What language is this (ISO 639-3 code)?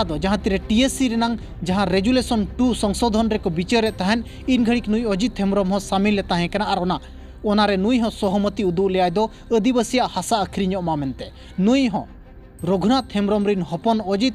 sat